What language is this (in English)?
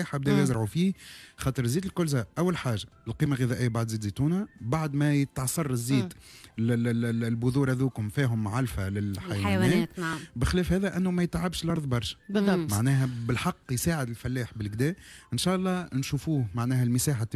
Tunisian Arabic